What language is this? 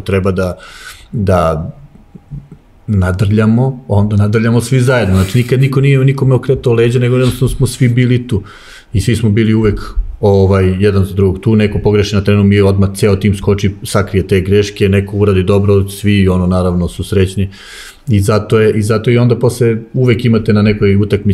Serbian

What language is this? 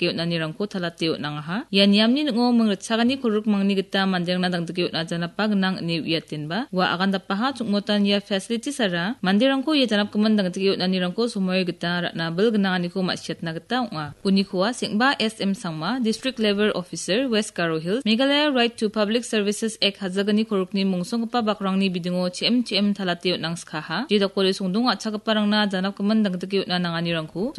Garo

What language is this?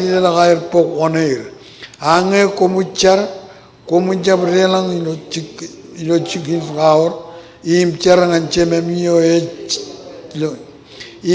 Marshallese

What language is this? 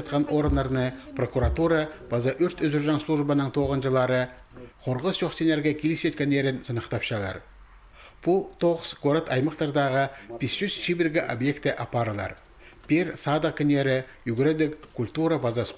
Khakas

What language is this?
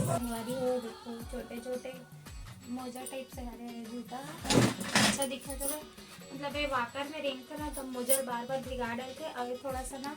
Chhattisgarhi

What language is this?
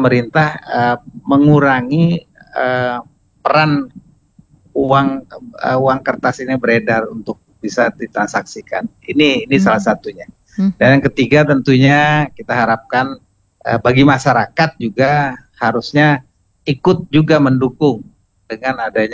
Indonesian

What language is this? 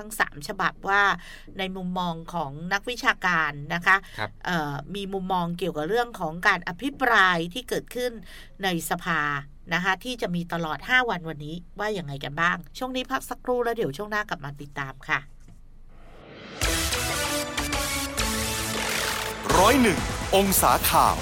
Thai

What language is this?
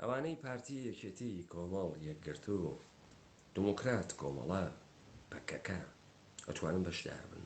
Central Kurdish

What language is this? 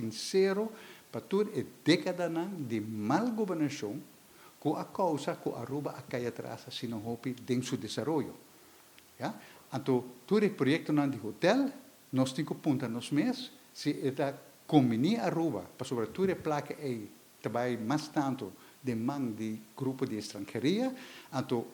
Papiamento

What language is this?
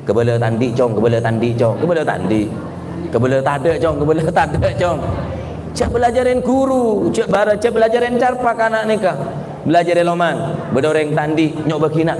Madurese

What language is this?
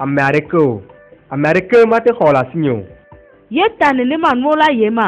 Ewe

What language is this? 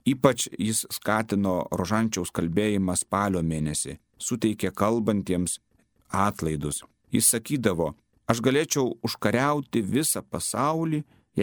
Lithuanian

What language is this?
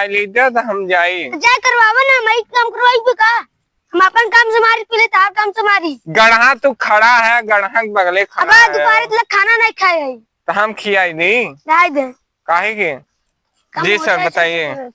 Awadhi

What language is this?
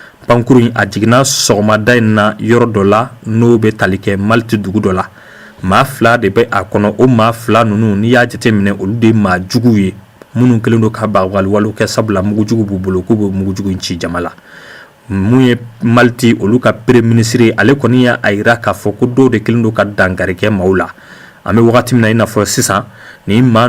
Bambara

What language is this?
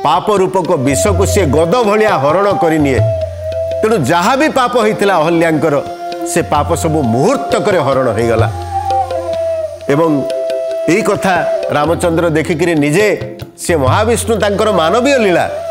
Odia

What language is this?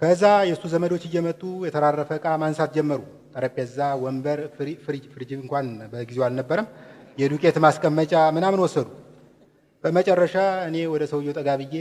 Amharic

